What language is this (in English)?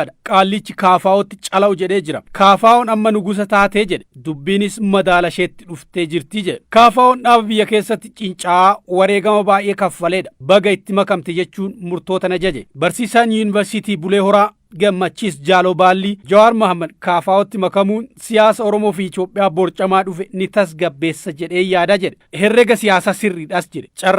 Oromo